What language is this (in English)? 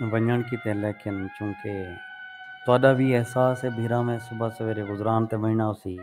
Saraiki